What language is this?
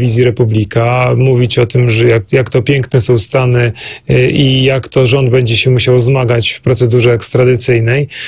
Polish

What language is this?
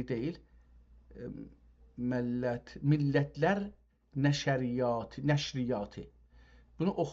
South Azerbaijani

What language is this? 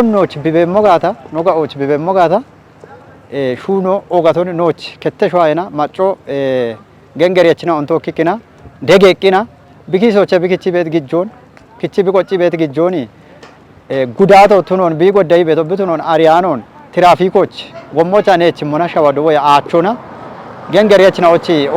Kafa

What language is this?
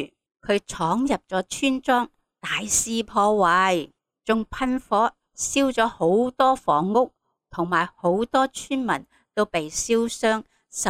Cantonese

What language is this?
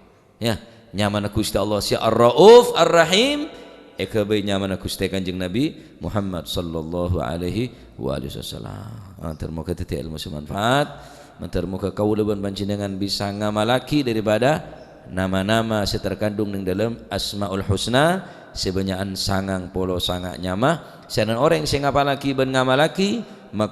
Madurese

